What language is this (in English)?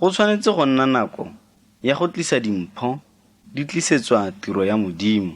Tswana